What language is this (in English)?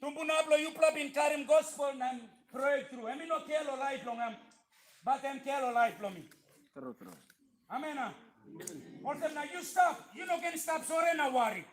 Tok Pisin